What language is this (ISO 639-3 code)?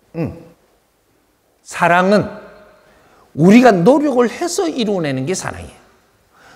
kor